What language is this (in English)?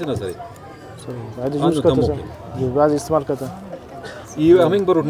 Brahui